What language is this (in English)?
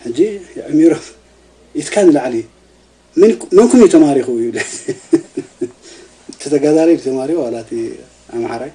Tigrinya